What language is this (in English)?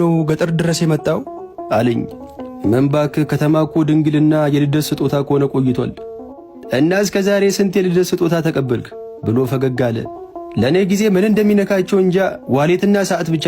Amharic